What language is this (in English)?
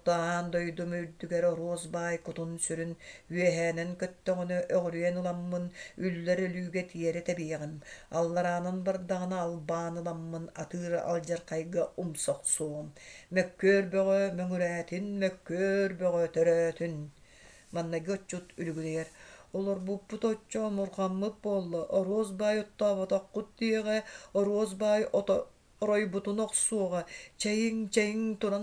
Yakut